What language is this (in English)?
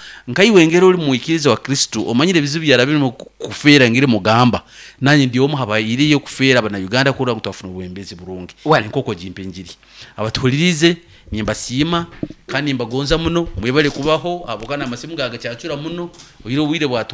Nyoro